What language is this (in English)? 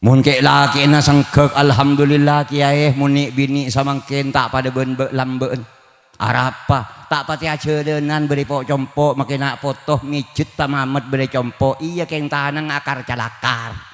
Madurese